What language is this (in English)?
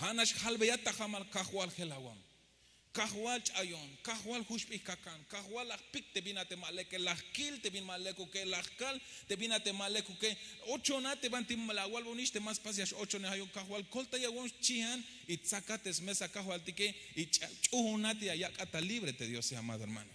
Tzeltal